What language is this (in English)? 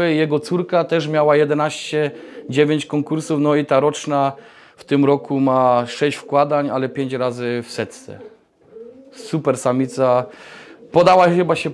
Polish